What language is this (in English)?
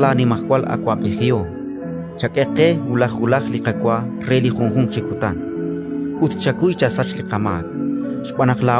Kekchí